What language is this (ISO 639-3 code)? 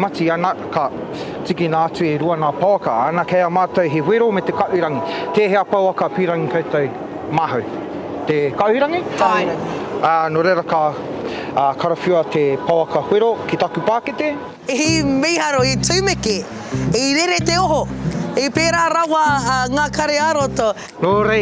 mri